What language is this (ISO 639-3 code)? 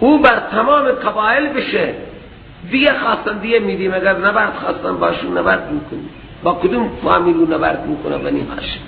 fas